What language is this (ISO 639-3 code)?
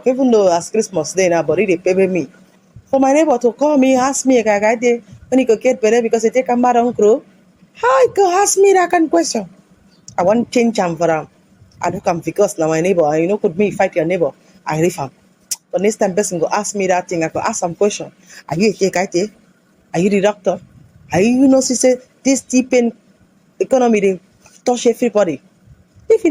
pcm